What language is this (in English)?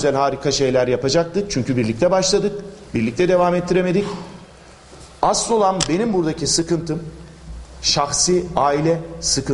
Turkish